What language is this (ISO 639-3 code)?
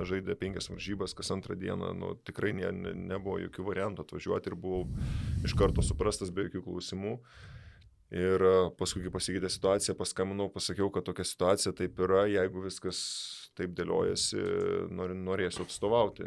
lit